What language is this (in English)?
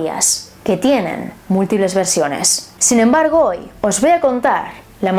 Spanish